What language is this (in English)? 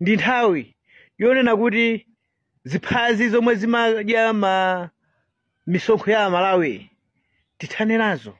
Nyanja